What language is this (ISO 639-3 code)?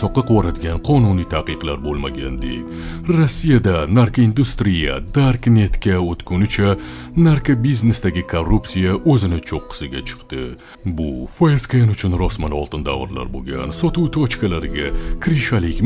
uzb